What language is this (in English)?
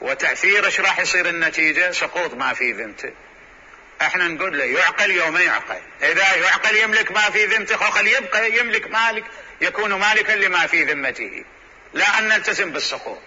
Mesopotamian Arabic